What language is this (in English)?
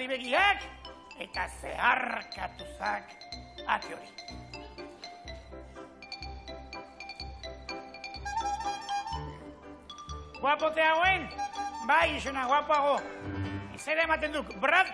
Basque